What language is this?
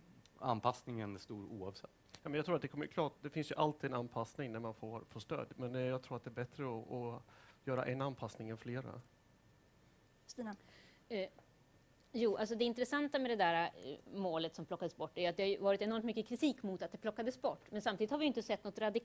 Swedish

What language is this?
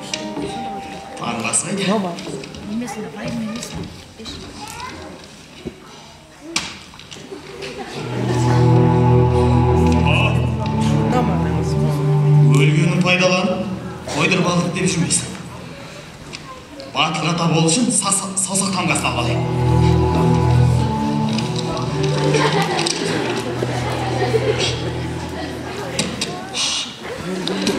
Kazakh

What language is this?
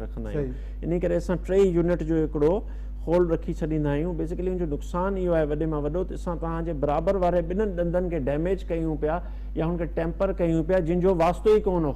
Sindhi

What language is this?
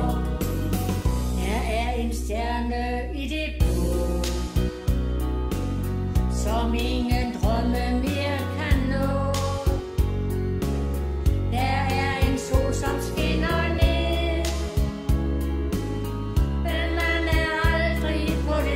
Danish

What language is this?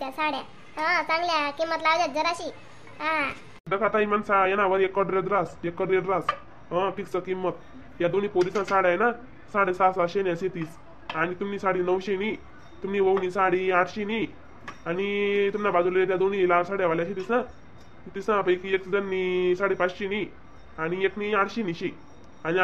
Khandesi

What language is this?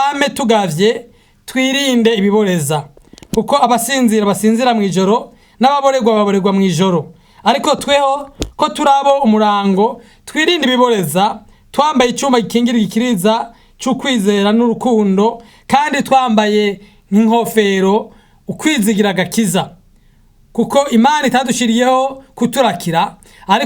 Rundi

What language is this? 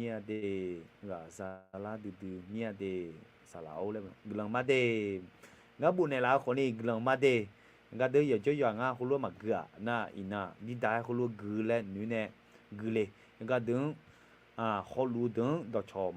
Akha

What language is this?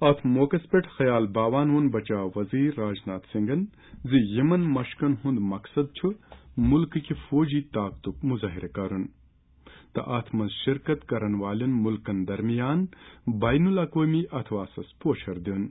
Kashmiri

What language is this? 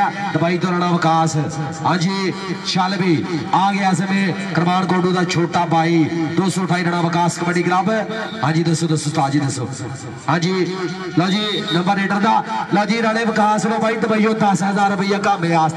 Punjabi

